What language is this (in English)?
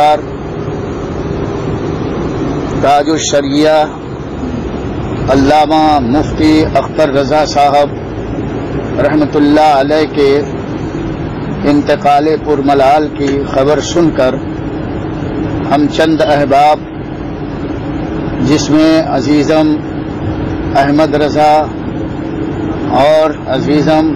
Urdu